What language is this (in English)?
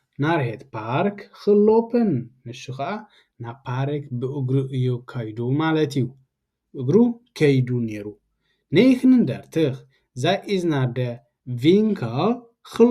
Tigrinya